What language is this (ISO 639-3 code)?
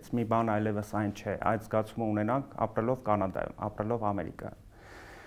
hye